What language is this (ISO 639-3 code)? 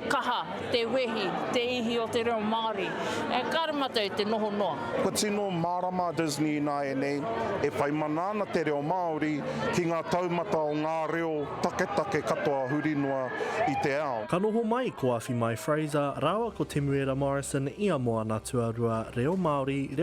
mri